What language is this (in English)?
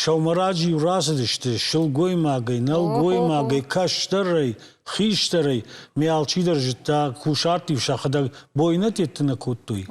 Ossetic